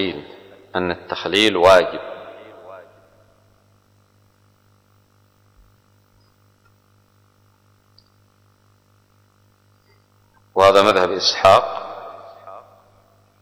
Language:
Arabic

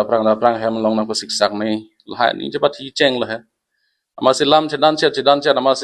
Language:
Karbi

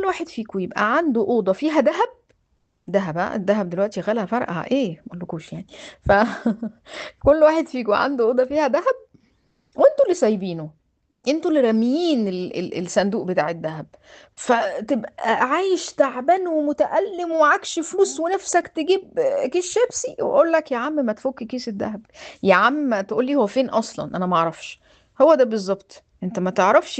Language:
Egyptian Arabic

